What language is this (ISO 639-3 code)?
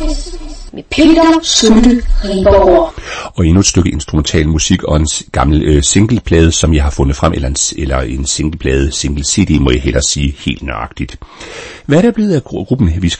dan